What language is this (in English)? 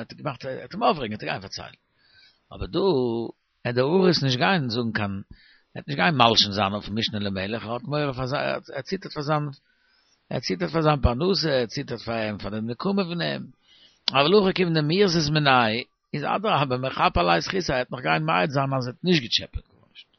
Yiddish